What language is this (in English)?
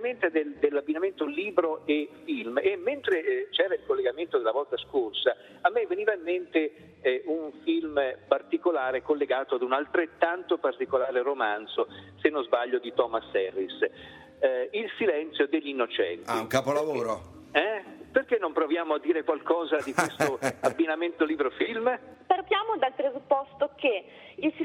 Italian